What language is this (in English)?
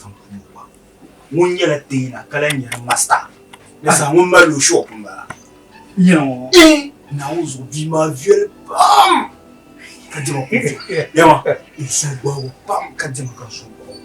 Dagbani